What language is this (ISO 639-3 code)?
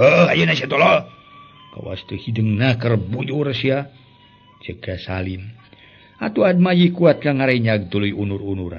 sun